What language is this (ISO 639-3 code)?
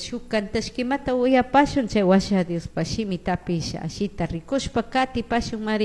qug